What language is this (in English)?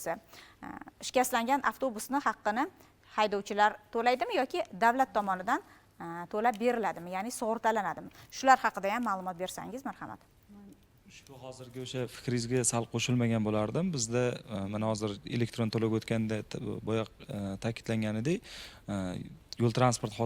Uzbek